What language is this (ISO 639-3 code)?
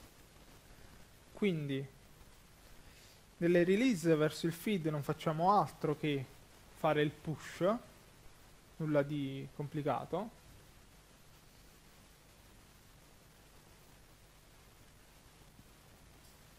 ita